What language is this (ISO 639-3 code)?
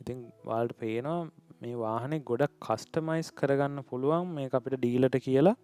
sin